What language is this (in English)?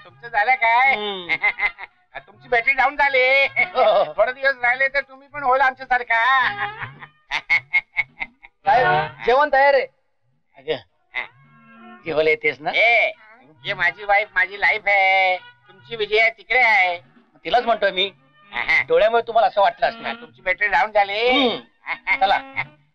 Marathi